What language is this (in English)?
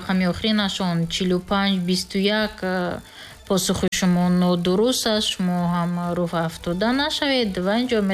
Tajik